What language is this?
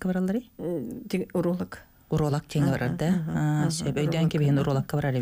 Yakut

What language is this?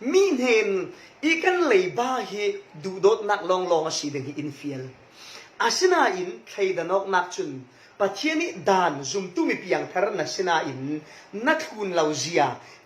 Falam Chin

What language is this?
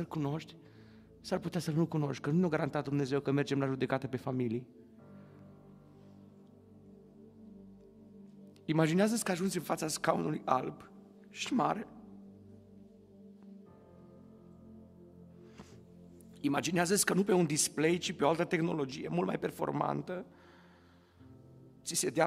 Romanian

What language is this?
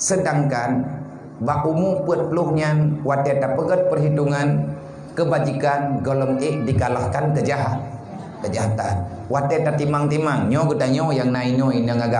Achinese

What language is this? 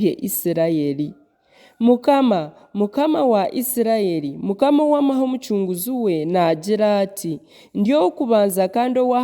Nyankole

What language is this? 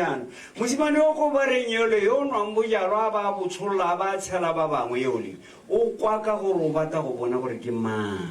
Tswana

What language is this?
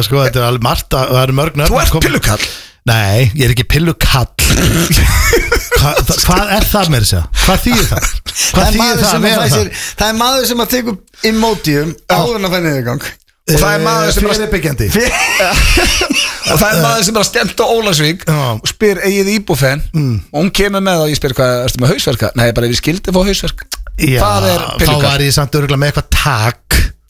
Icelandic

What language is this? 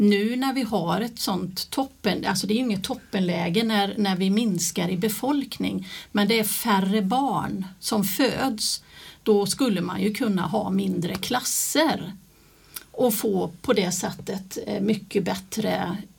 Swedish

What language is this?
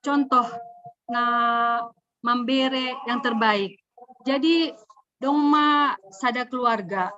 Batak Simalungun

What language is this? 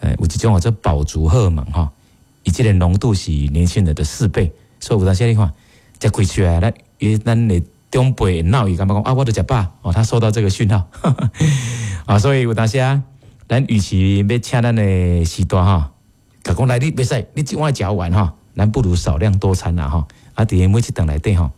Min Nan Chinese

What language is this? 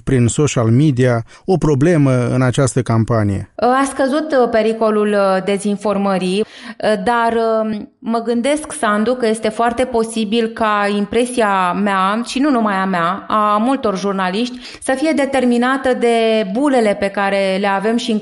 Romanian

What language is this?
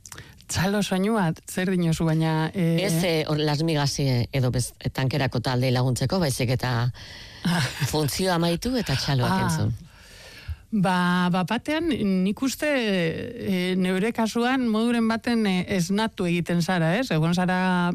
Basque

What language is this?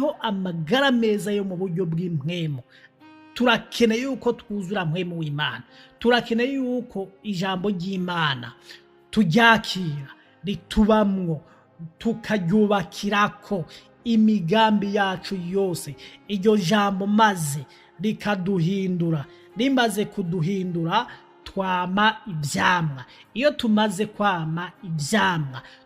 Rundi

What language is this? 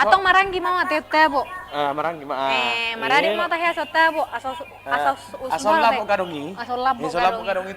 Batak Toba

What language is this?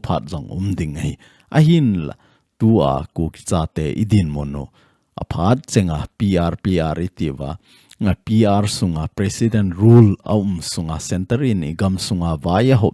Thado Chin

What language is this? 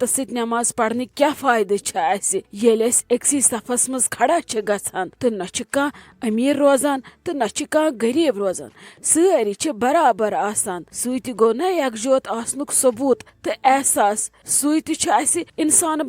Kashmiri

